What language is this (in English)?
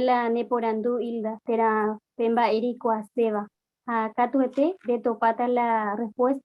Guarani